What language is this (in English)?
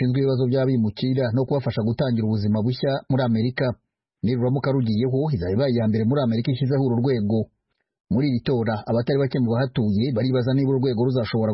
Kinyarwanda